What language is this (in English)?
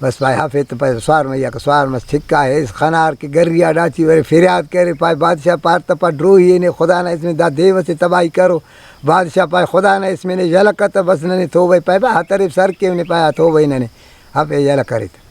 Brahui